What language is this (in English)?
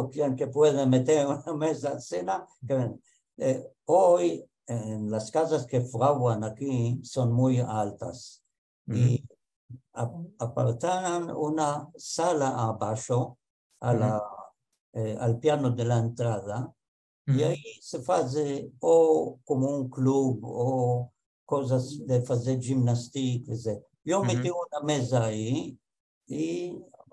Ladino